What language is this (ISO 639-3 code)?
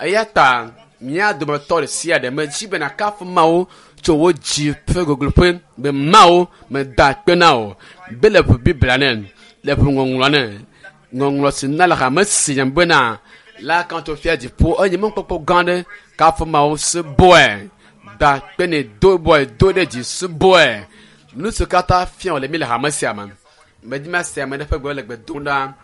ewe